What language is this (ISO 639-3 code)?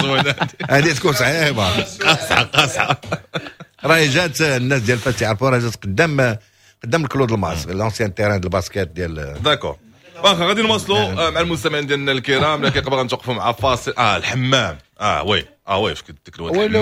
ary